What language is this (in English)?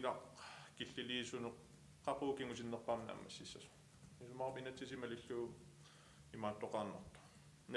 Kalaallisut